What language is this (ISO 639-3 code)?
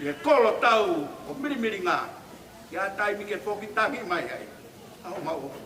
ton